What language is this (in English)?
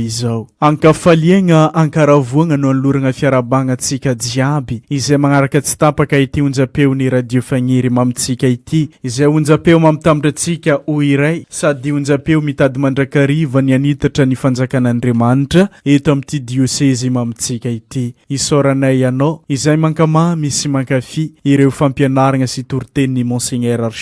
Malagasy